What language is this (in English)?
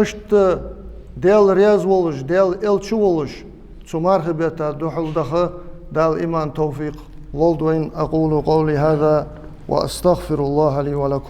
Ingush